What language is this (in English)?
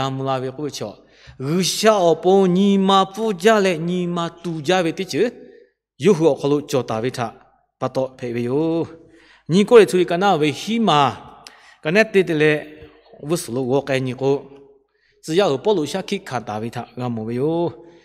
Lahu